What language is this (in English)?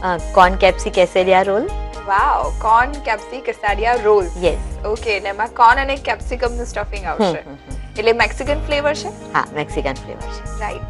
Gujarati